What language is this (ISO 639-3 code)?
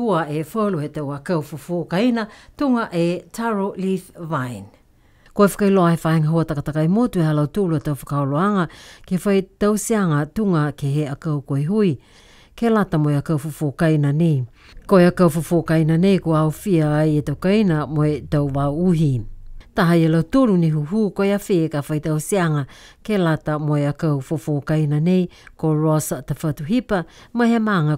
niu